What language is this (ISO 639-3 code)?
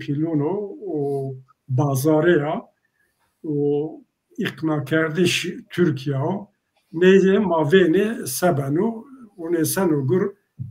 zza